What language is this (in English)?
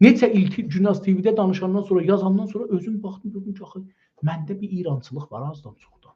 South Azerbaijani